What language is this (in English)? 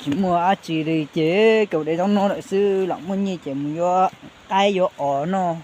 Hmong